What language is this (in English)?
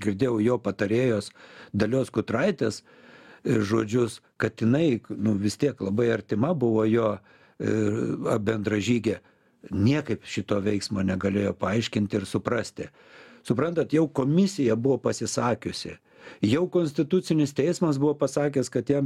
Lithuanian